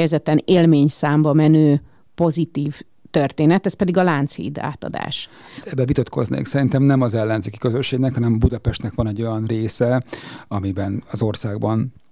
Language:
Hungarian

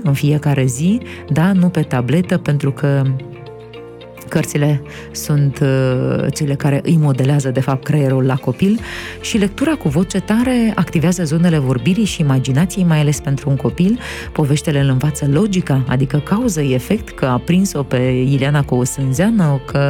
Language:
Romanian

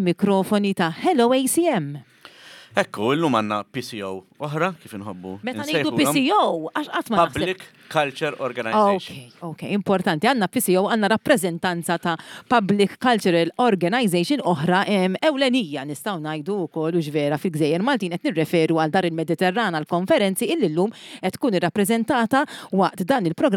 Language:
Maltese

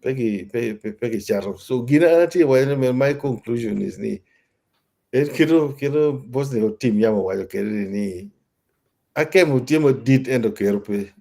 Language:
Acoli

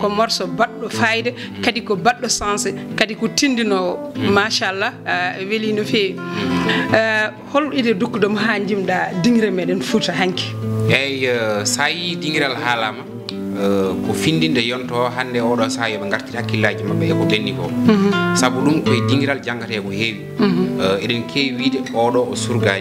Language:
Fula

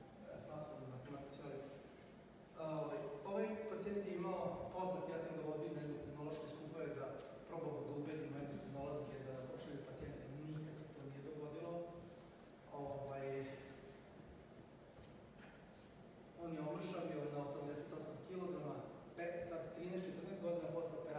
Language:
Serbian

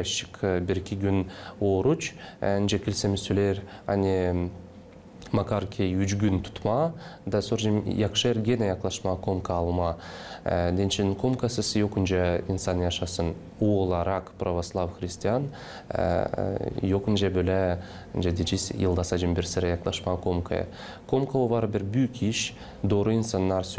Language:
Gagauz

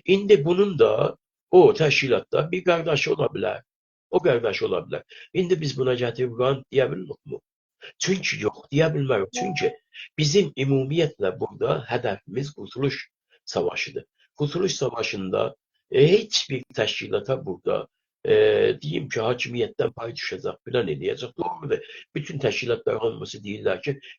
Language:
South Azerbaijani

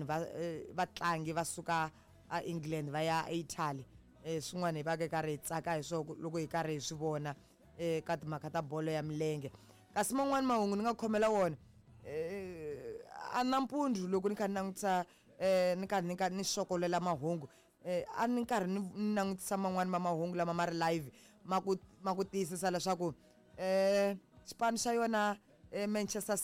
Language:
Tsonga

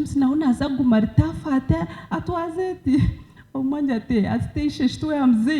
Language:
Nyankole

